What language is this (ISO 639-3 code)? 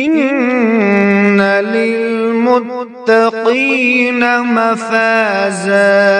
kas